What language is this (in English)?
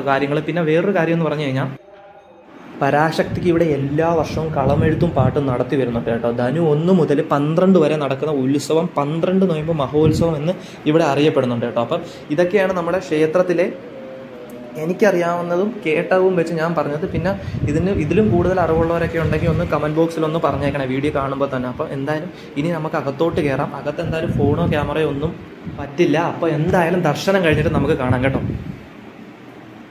Malayalam